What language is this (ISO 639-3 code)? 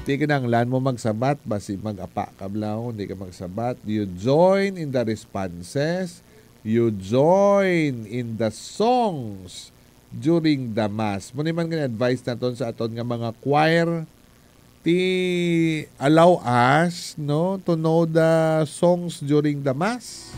hil